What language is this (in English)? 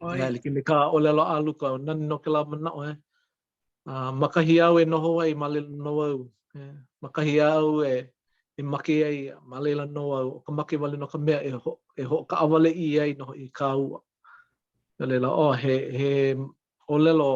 Hawaiian